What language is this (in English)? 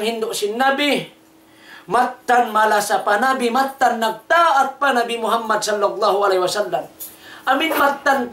Tausug